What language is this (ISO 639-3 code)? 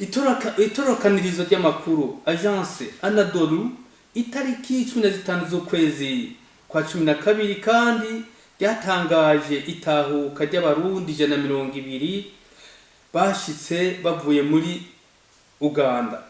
run